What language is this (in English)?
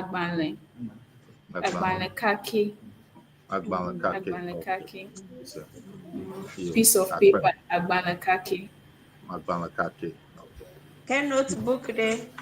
Ewe